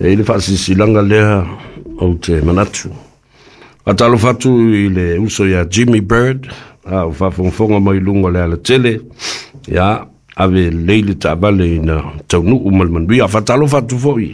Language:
Samoan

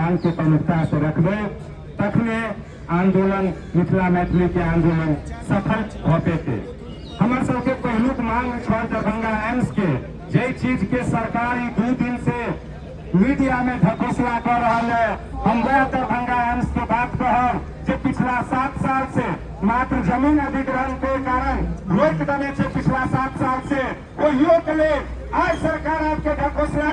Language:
Maithili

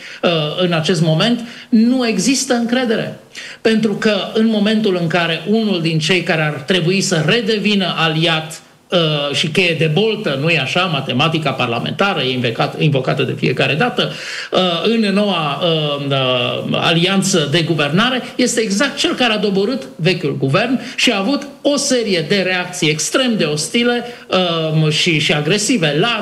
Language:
Romanian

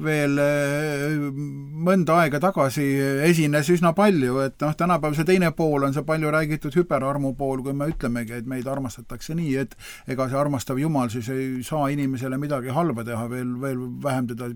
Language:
Estonian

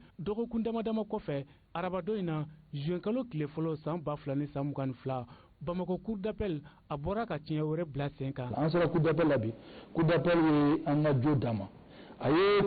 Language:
Bambara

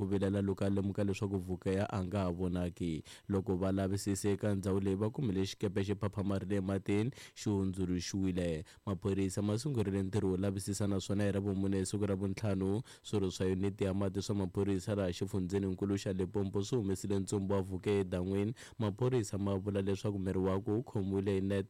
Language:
Tsonga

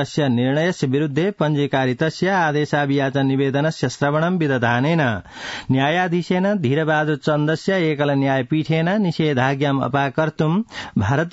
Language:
Sanskrit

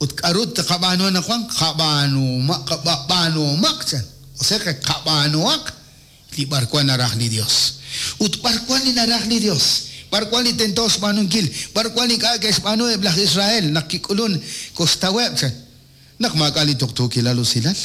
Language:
Kekchí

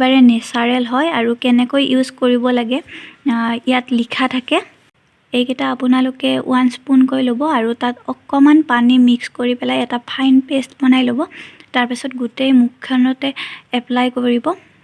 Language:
Assamese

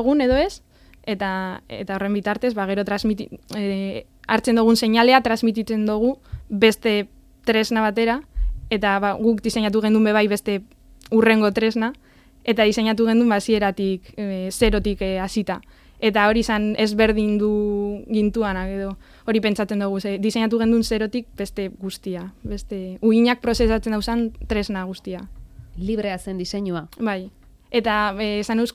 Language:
Basque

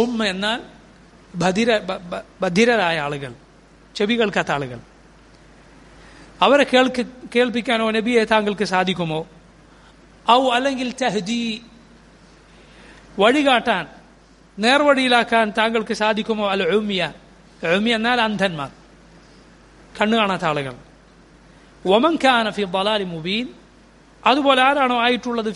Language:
Malayalam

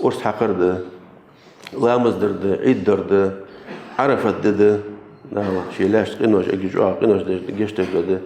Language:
Ingush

